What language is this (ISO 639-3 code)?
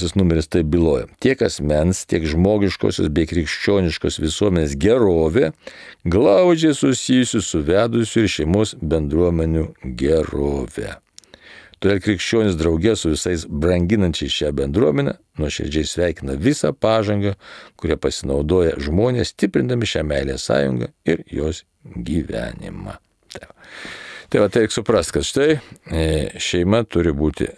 lit